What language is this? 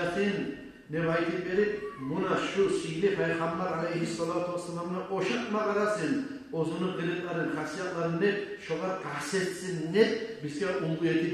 Kumyk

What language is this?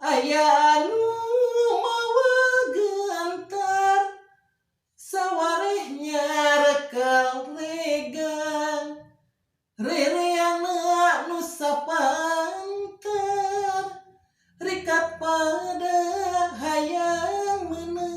Sundanese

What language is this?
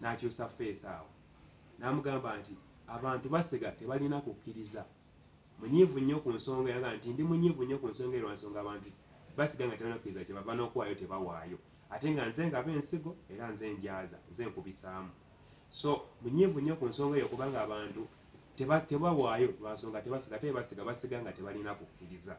Ganda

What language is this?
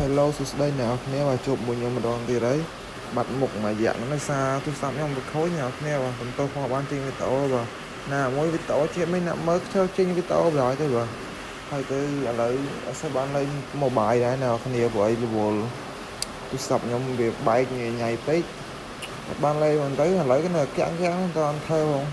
Khmer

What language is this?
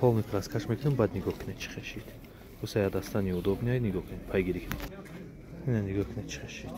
Tajik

